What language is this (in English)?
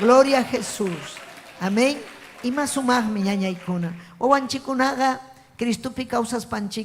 Ayacucho Quechua